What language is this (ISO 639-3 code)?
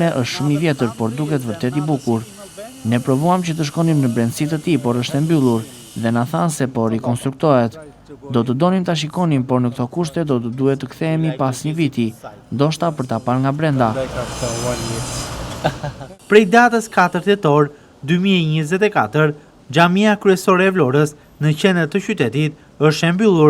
sqi